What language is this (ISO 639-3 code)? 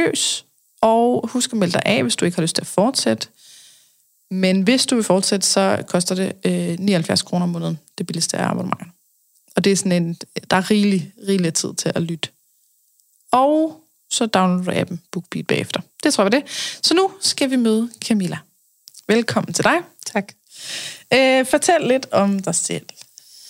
dan